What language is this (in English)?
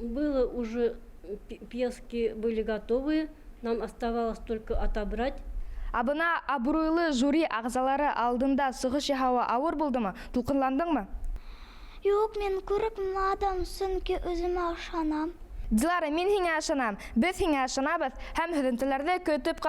Bashkir